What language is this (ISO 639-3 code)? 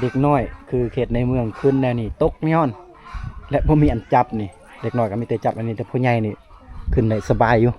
lao